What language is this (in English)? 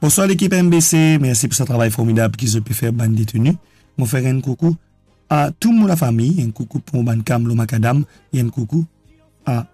Morisyen